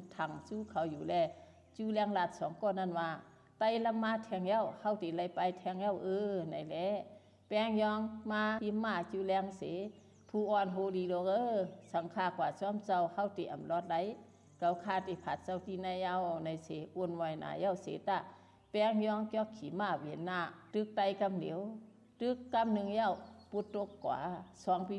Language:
Shan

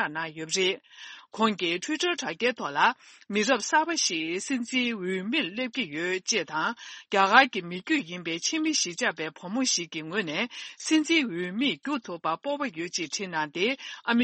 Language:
Tibetan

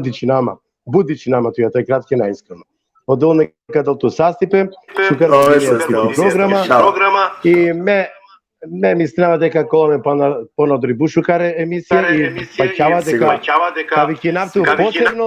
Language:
Balkan Romani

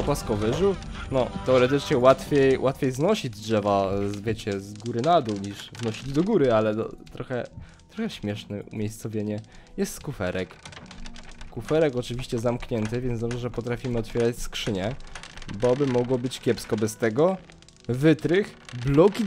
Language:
Polish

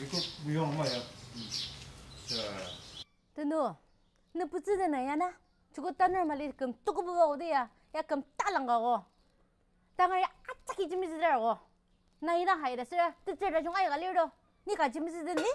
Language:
Ao Naga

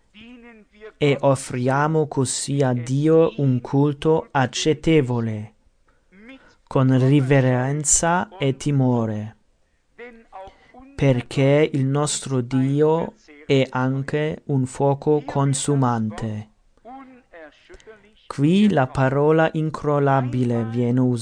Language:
Italian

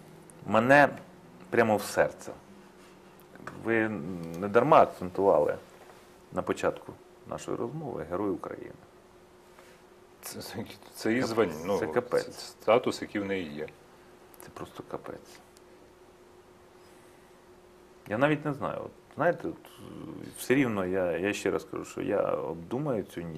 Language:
Ukrainian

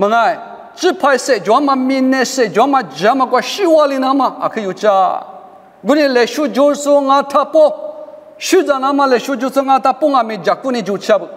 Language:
Lisu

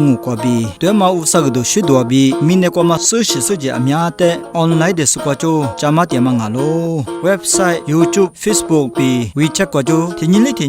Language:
Lisu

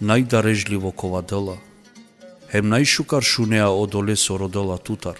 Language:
Balkan Romani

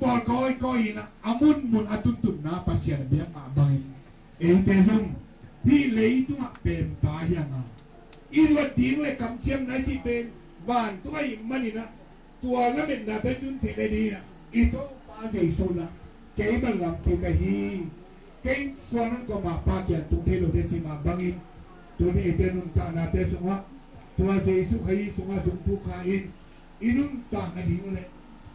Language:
Tedim Chin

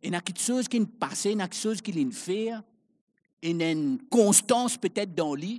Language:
Morisyen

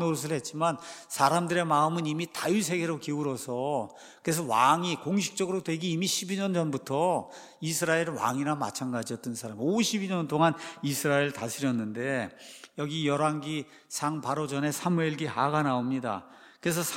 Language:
Korean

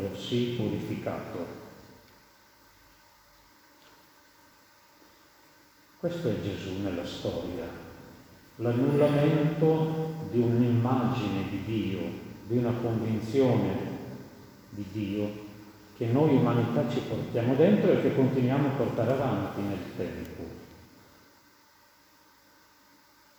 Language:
Italian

